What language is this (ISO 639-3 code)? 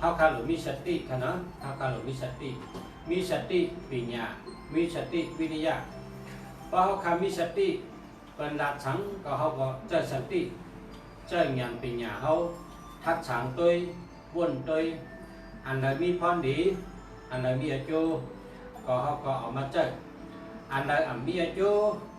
shn